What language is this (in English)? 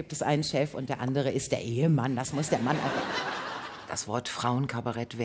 German